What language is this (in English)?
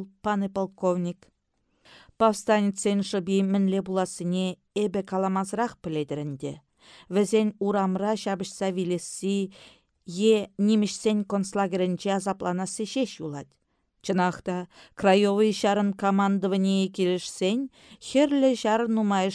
Chuvash